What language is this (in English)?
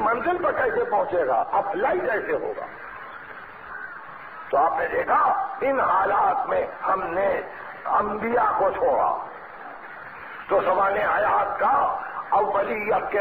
Urdu